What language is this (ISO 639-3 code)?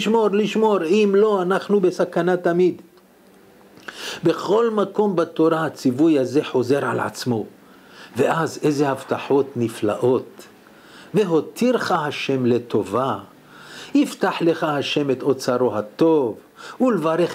heb